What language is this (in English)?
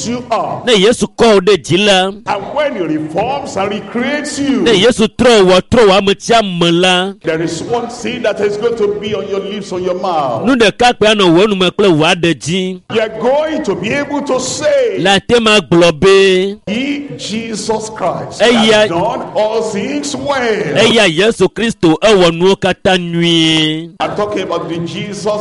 Ewe